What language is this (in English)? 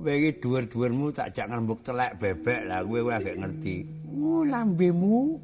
Javanese